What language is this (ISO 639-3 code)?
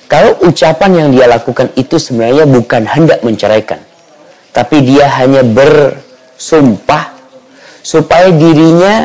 ind